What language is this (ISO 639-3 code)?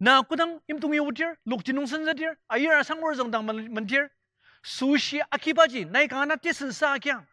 njo